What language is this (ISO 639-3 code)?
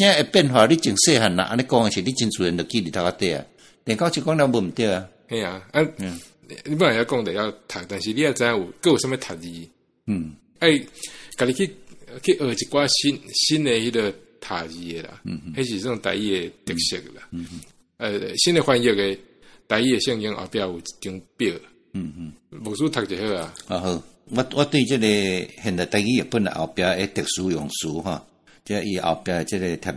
nan